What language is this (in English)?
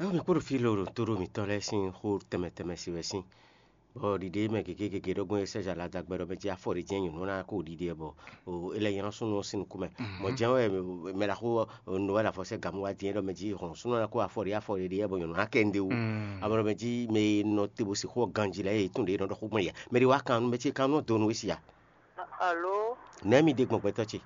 Fon